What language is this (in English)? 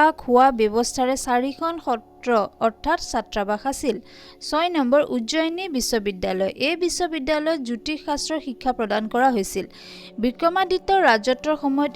Assamese